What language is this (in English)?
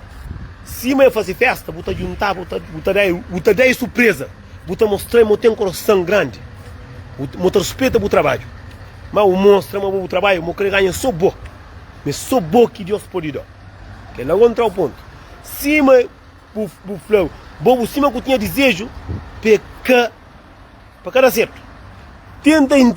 Kabuverdianu